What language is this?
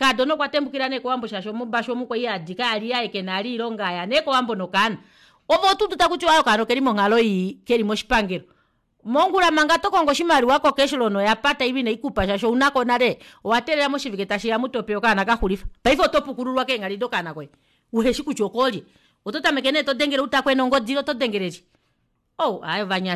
Kuanyama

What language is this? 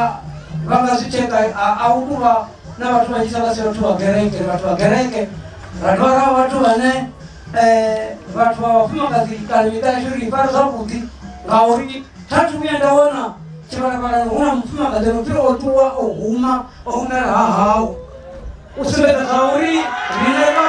Venda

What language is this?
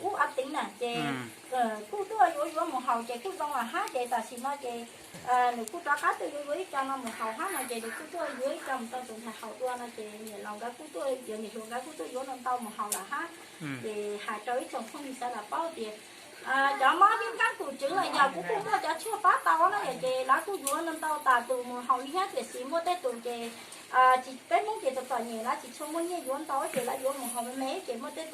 Hmong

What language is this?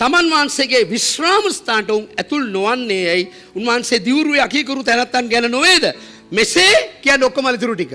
Sinhala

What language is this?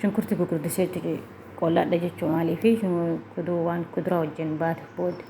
Oromo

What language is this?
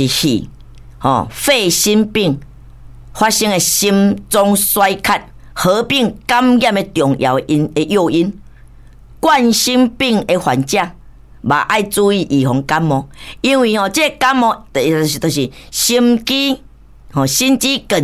Min Nan Chinese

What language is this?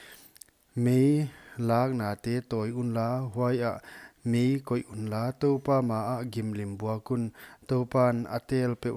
Paite Chin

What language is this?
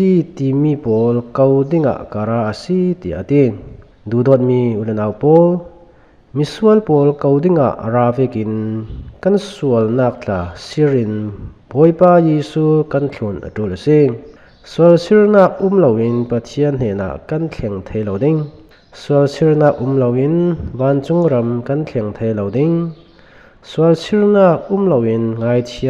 Falam Chin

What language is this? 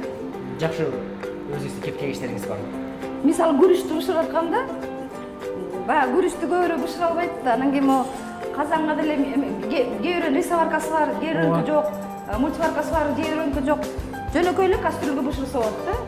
Kyrgyz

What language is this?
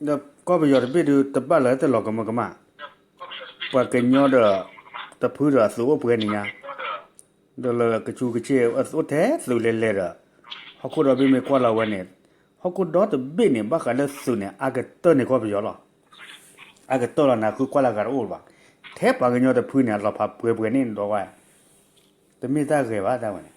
S'gaw Karen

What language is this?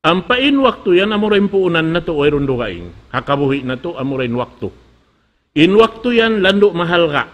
Tausug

